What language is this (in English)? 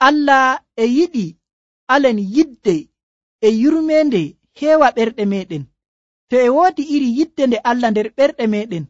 Nigerian Fulfulde